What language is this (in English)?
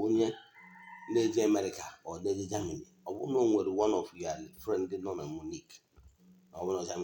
Igbo